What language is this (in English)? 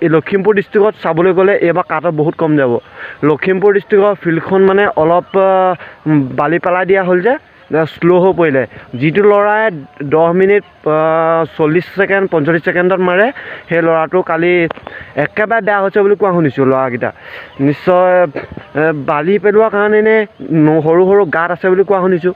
Assamese